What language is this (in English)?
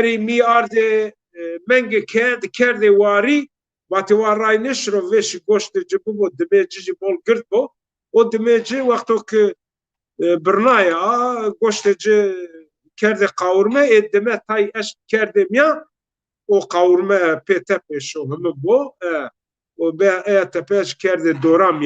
Zaza